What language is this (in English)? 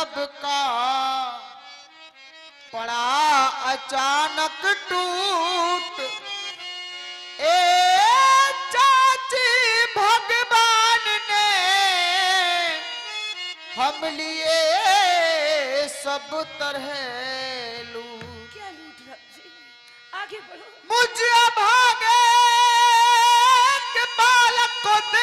Hindi